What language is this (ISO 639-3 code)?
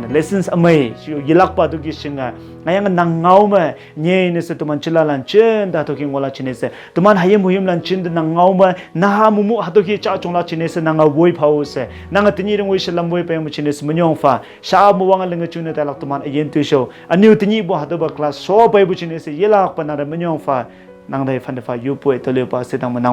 nbe